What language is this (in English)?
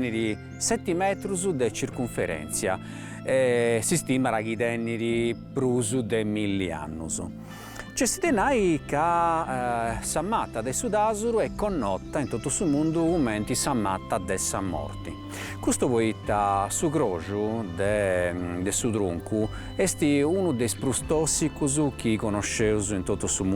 Sardinian